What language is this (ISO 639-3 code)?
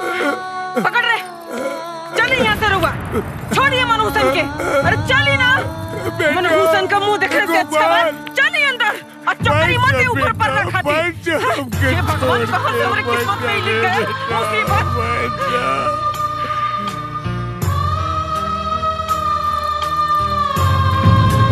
bho